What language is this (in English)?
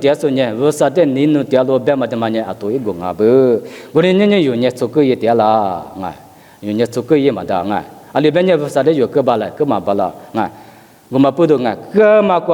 Lisu